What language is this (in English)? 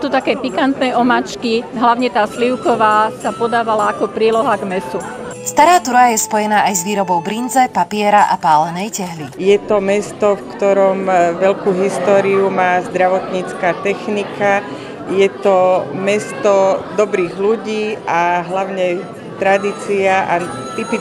Slovak